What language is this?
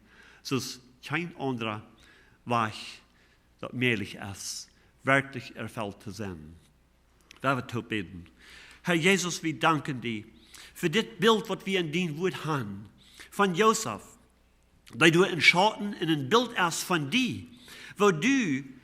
Plautdietsch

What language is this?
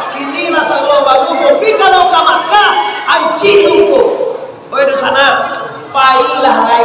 Minangkabau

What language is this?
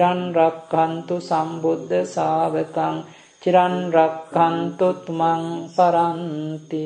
Sinhala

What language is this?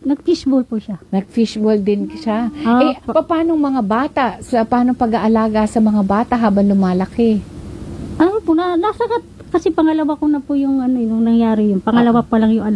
Filipino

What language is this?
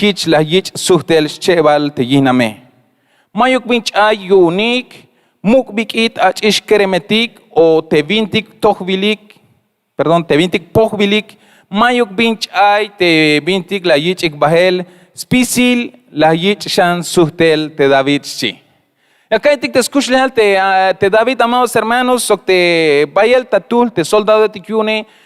Tzeltal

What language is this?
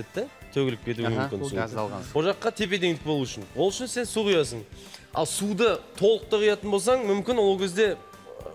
Kazakh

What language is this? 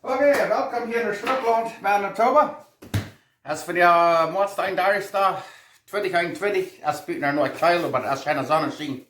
Plautdietsch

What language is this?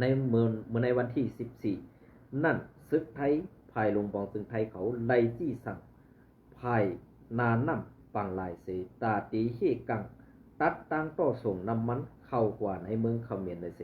Shan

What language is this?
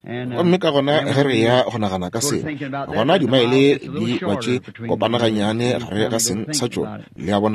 Northern Sotho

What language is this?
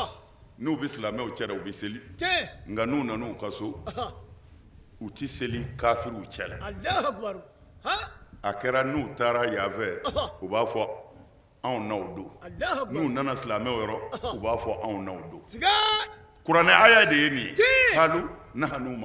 Bambara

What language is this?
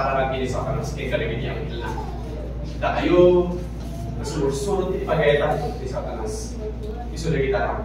Iloko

